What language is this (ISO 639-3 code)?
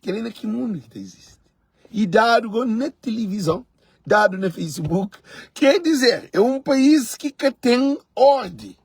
kea